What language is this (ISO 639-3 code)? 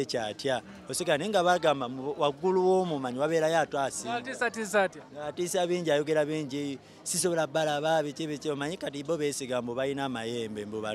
lug